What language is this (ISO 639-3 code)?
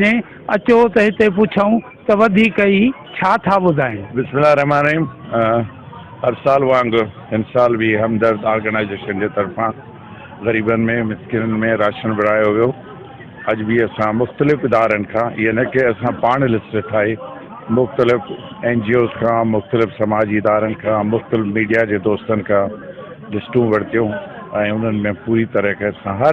snd